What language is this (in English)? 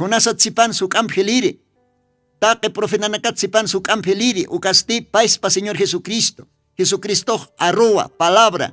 Aymara